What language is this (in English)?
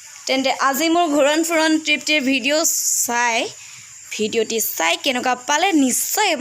Assamese